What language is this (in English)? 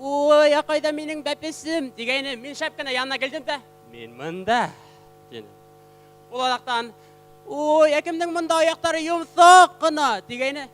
Bashkir